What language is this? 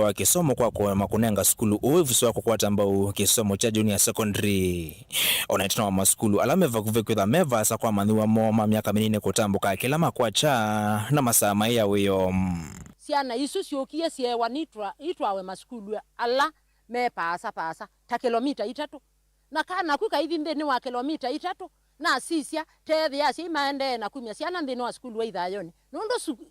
Kamba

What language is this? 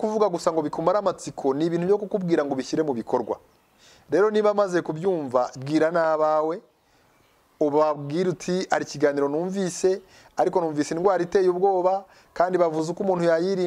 Kinyarwanda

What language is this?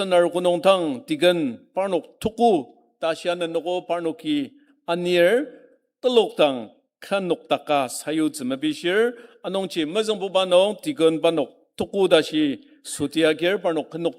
Ao Naga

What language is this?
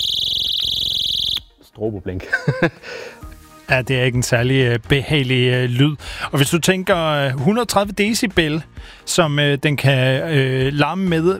Danish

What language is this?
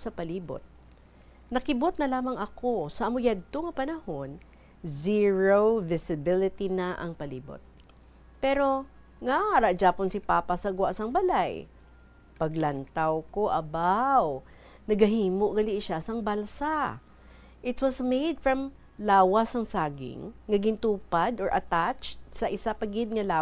Hiligaynon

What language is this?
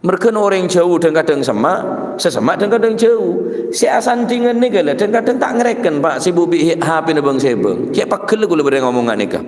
Madurese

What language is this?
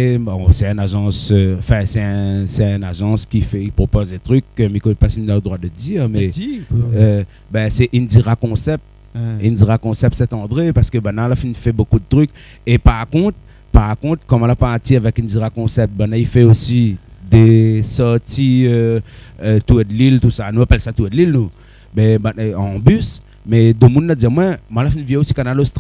Réunion Creole French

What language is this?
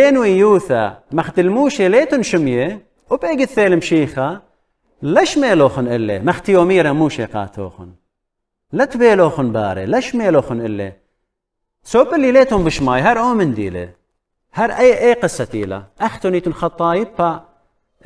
Assyrian Neo-Aramaic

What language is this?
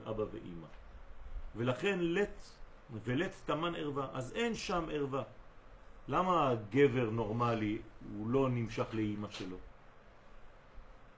Hebrew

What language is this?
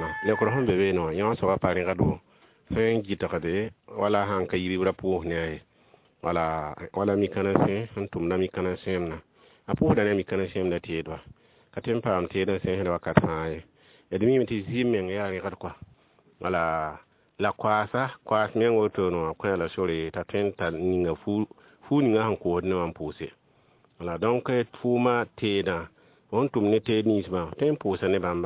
Mossi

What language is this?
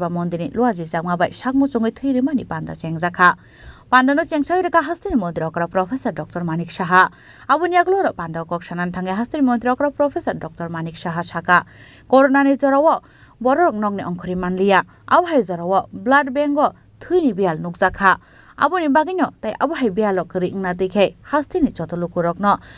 Kok Borok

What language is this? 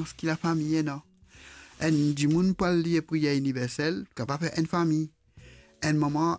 Morisyen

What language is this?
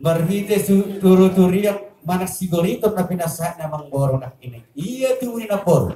Batak Toba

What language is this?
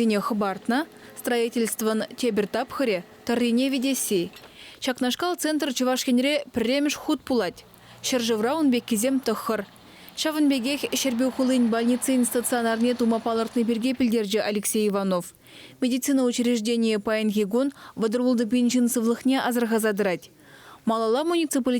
Chuvash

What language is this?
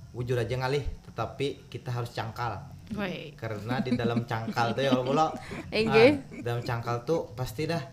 Banjar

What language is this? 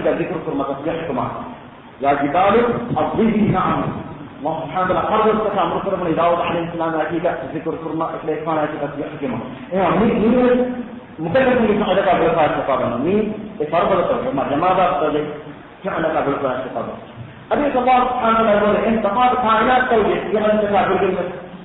Divehi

